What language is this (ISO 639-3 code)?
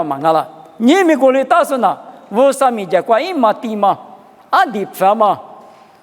lis